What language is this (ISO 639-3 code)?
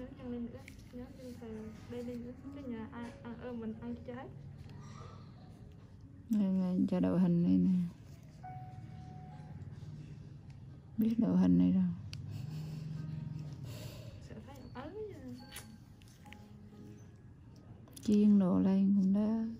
vie